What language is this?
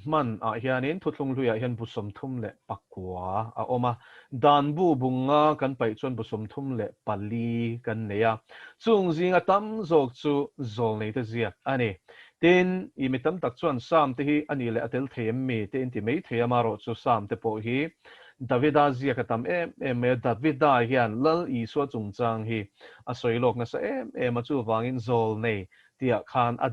Mizo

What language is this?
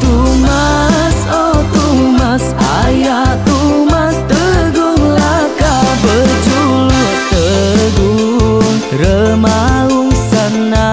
Iban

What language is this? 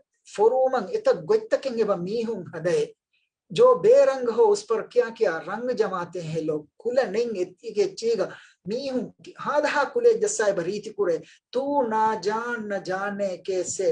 Divehi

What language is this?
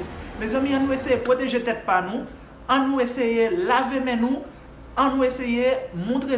Haitian Creole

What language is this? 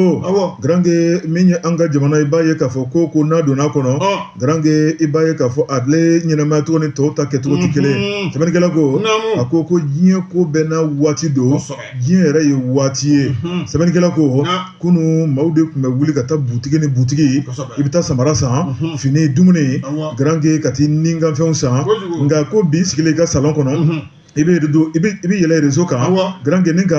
Bambara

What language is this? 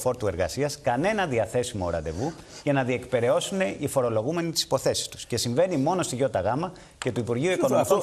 Greek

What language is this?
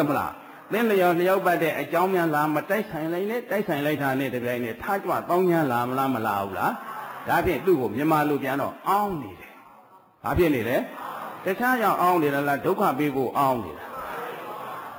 Burmese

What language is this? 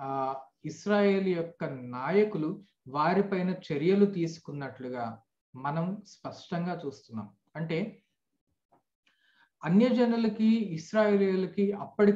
Telugu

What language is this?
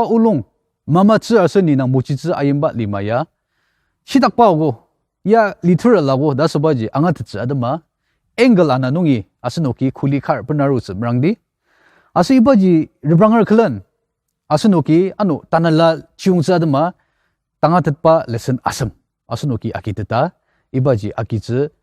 Ao Naga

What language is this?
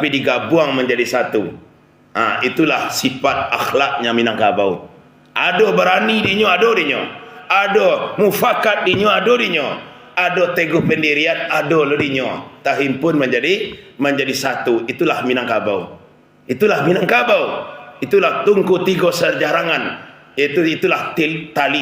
Minangkabau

